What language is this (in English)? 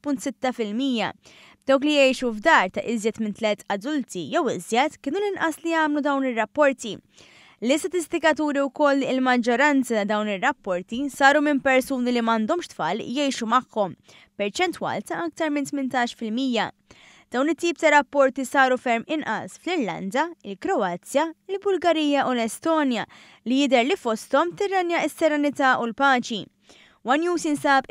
Maltese